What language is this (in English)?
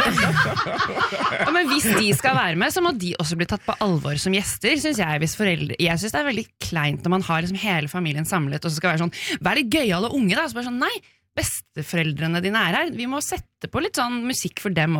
Norwegian